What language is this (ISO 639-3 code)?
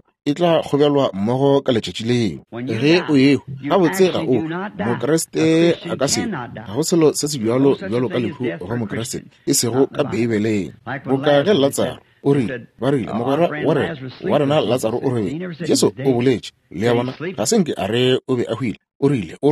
nso